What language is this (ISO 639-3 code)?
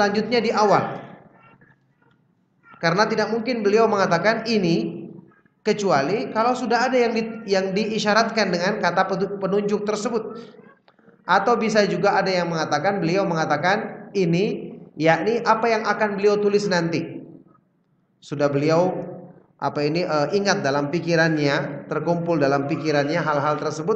ind